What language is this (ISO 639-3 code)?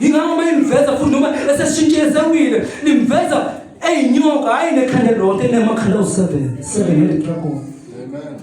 zul